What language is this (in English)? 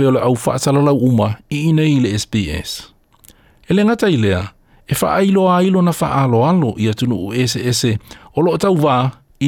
Samoan